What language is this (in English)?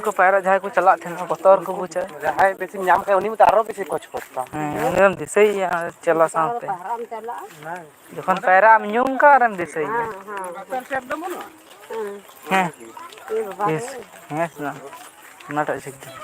Santali